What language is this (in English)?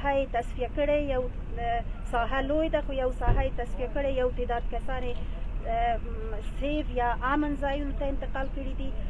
Pashto